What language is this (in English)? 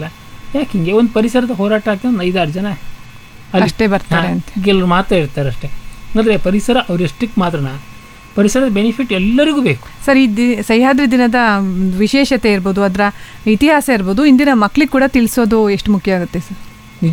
Kannada